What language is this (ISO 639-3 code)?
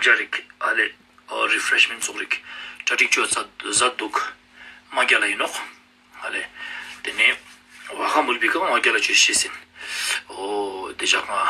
lbj